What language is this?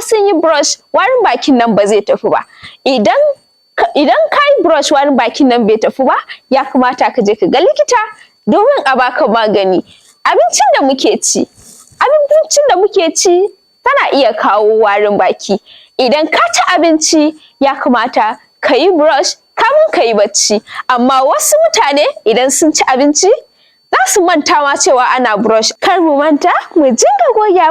Hausa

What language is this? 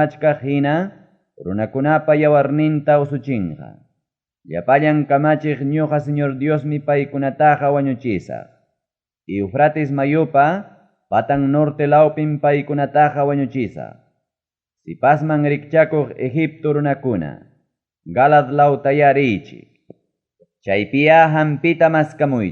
Ayacucho Quechua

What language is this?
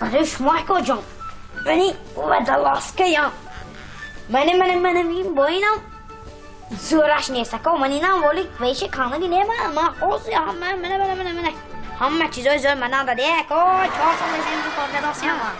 Tajik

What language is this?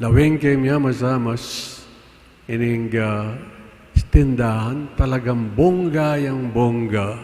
Pampanga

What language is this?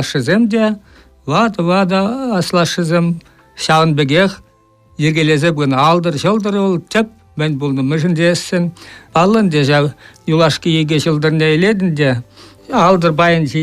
Chuvash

